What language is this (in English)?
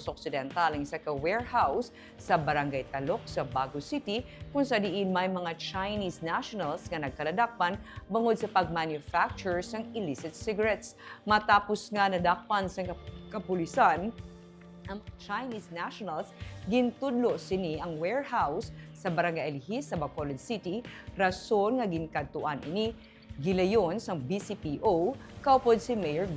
Hiligaynon